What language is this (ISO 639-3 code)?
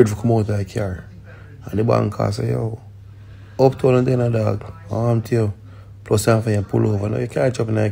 jam